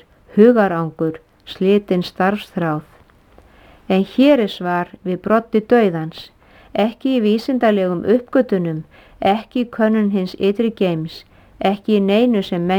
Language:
Icelandic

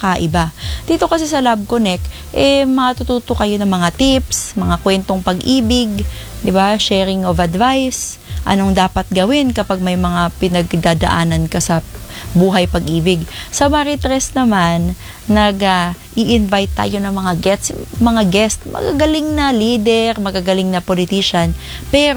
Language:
Filipino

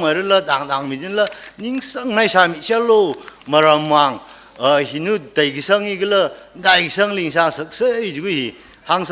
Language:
Tangkhul Naga (India)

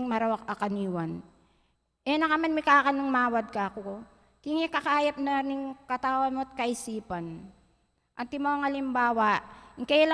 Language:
Pampanga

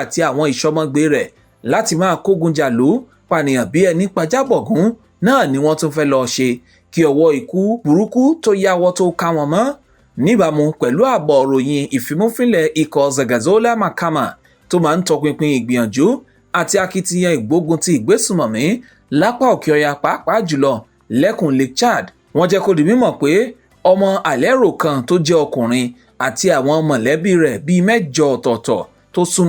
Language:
Yoruba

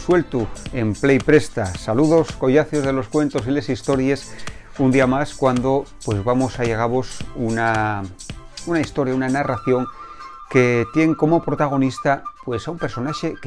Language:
Asturian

